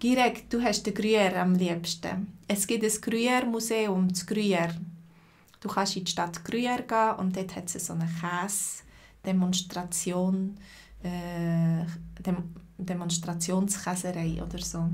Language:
Swiss German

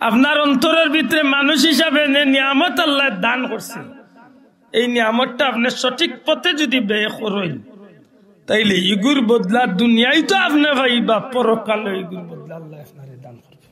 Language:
Sylheti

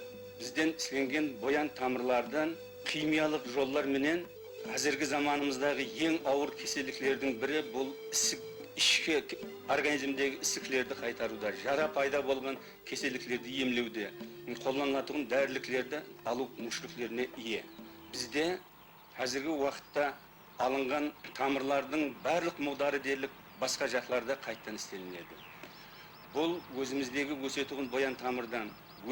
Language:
Kara-Kalpak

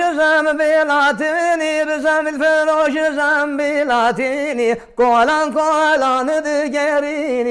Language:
Kurdish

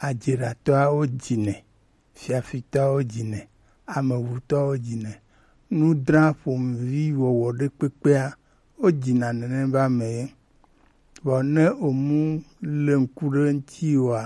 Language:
Gen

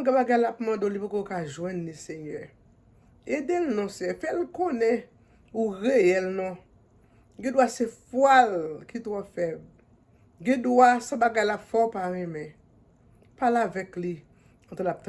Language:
Haitian Creole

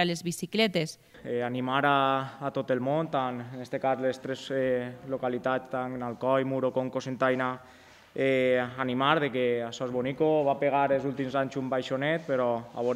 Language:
Catalan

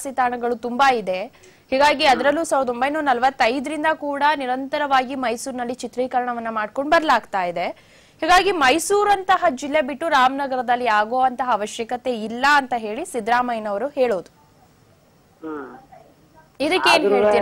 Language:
Kannada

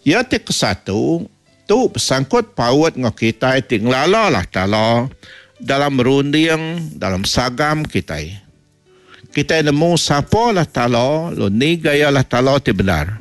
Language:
Iban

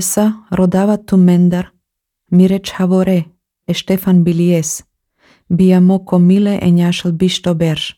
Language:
Slovenian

